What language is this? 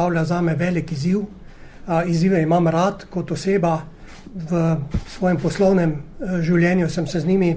Slovenian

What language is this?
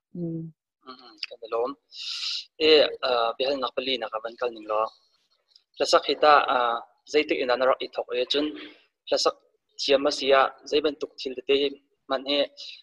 Hakha Chin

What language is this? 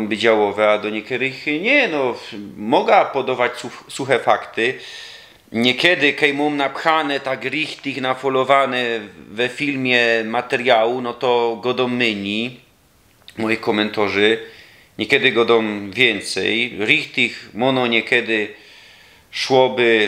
Silesian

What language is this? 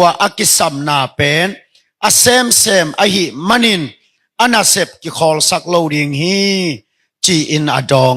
Tedim Chin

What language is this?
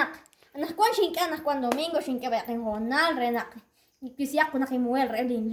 Kekchí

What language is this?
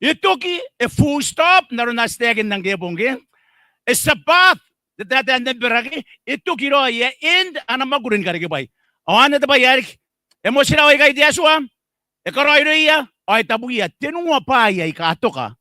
Gilbertese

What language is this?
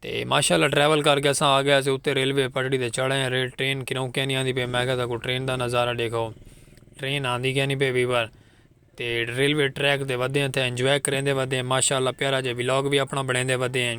Saraiki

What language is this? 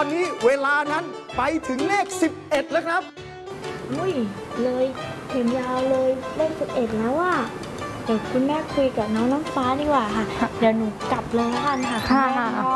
Thai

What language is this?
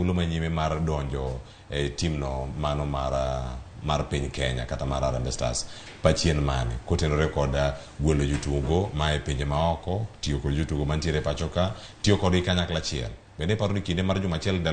Luo (Kenya and Tanzania)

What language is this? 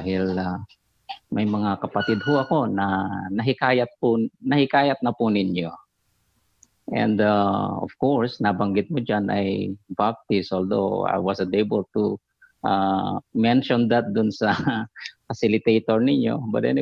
Filipino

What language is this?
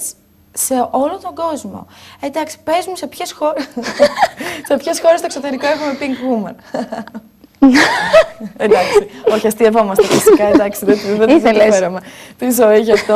Greek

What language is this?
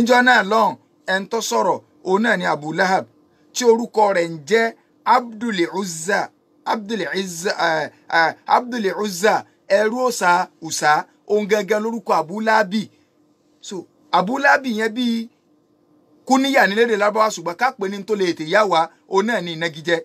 Yoruba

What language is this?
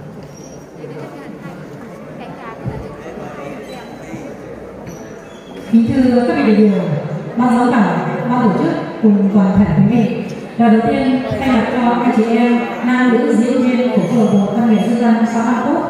Vietnamese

